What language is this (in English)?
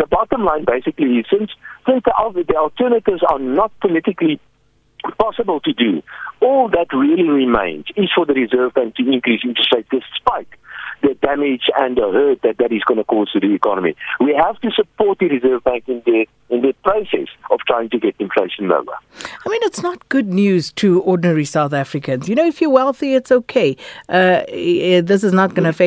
English